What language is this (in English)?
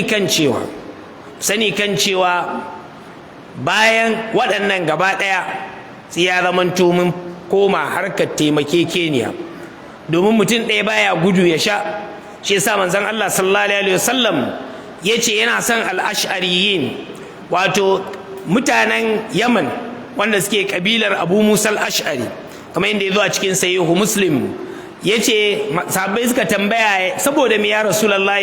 Hausa